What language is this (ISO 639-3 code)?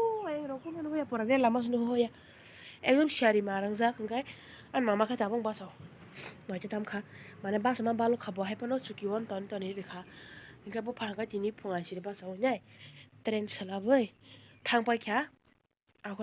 trp